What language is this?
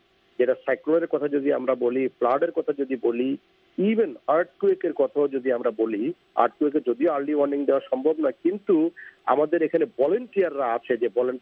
Bangla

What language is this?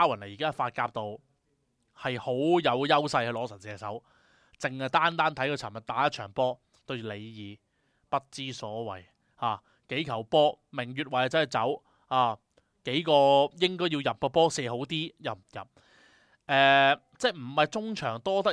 Cantonese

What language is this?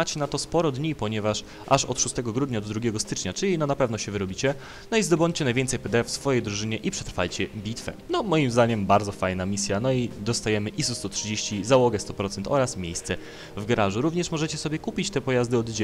Polish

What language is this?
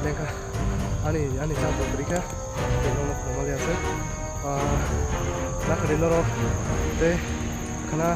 Kok Borok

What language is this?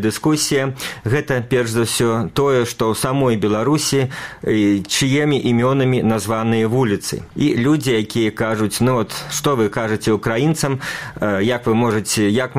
Belarusian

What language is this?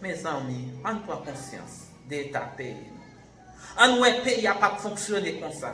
Haitian Creole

